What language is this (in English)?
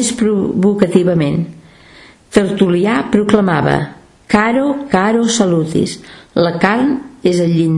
Catalan